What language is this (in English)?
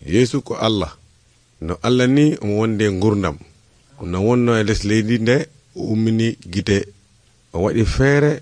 Nigerian Fulfulde